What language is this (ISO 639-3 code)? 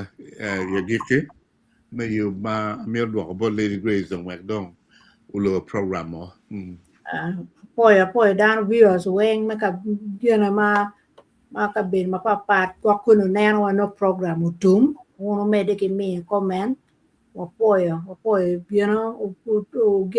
ach